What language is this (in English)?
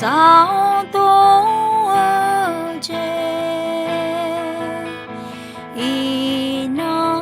Akha